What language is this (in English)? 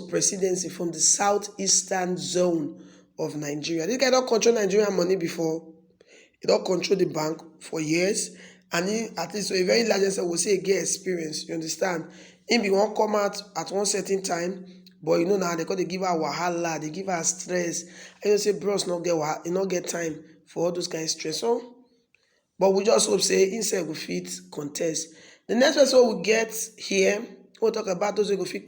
Nigerian Pidgin